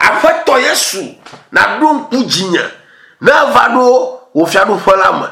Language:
Ewe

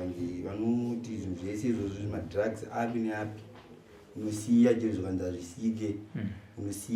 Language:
Shona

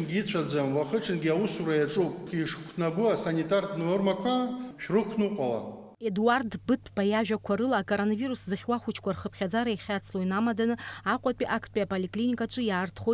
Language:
Abkhazian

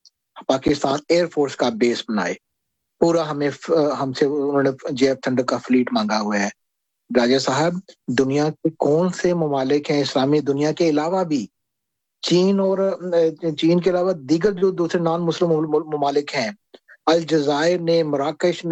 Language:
Urdu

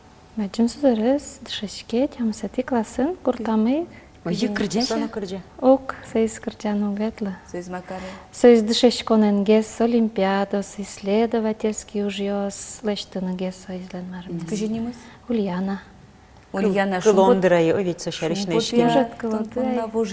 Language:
Udmurt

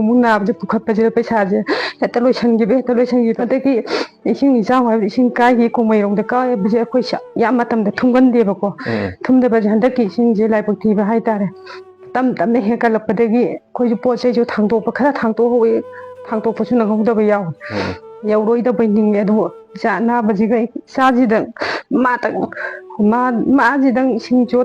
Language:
Manipuri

